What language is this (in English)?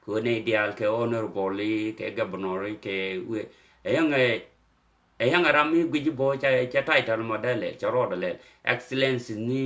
Nuer